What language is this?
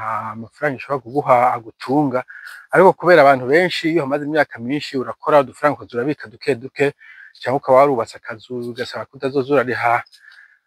Rundi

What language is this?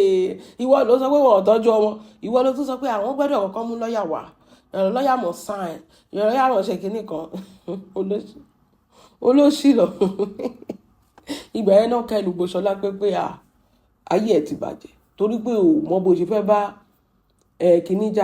Yoruba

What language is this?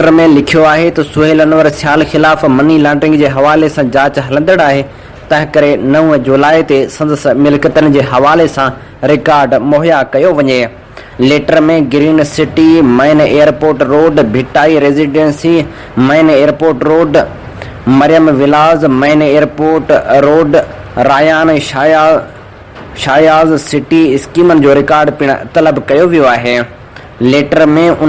Sindhi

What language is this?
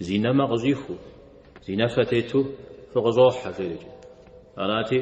Kabardian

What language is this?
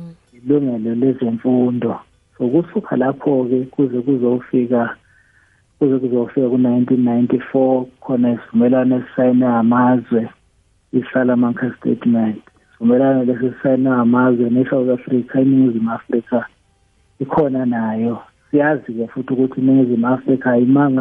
South Ndebele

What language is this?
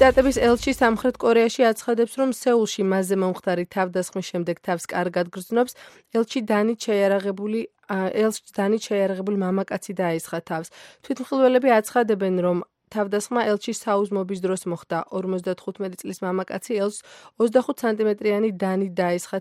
Georgian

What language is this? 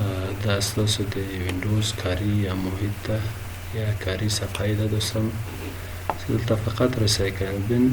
Pashto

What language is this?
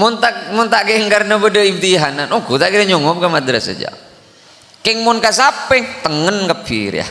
Madurese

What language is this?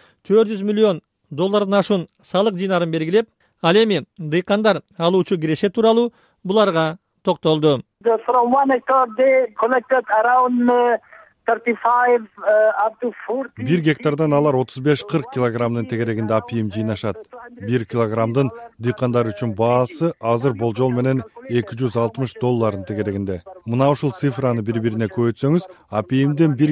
Kyrgyz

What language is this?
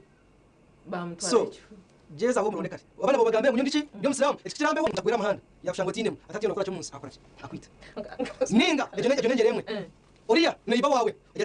Nyankole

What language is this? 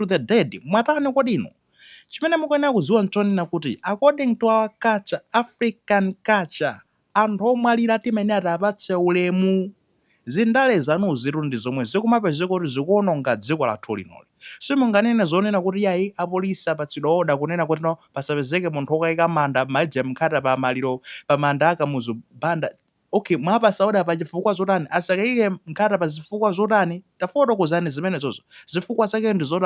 Nyanja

